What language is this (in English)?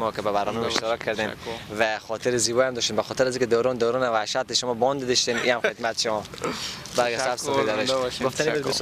Persian